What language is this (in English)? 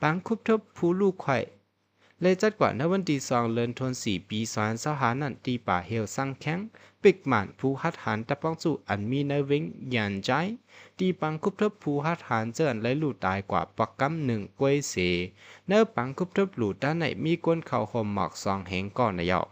Shan